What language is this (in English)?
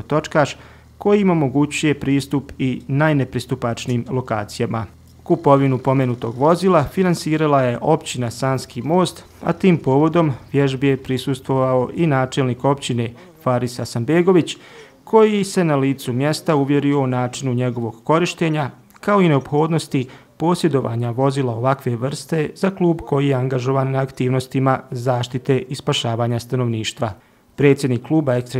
Bosnian